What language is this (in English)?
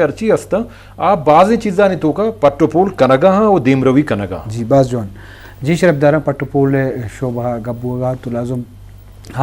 Eastern Balochi